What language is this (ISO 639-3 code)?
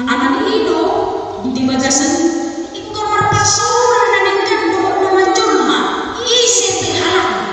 bbc